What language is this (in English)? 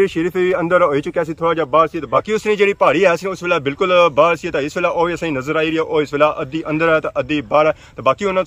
Pahari-Potwari